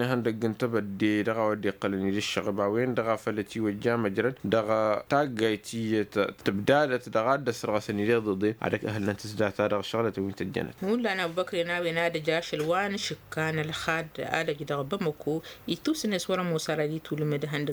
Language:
Tamasheq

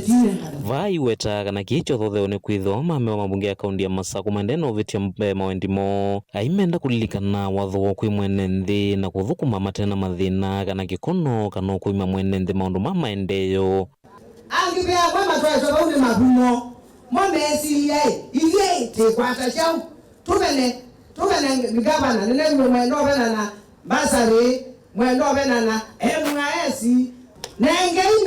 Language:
Kamba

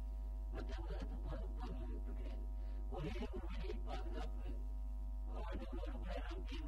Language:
Tamil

